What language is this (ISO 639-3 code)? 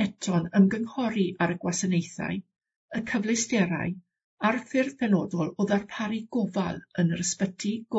cym